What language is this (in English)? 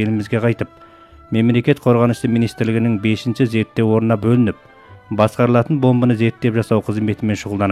Kazakh